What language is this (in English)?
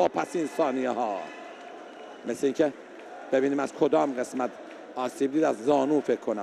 Persian